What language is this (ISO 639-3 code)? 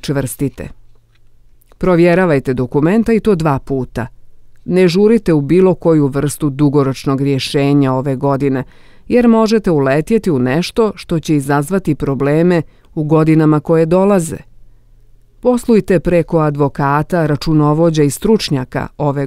bos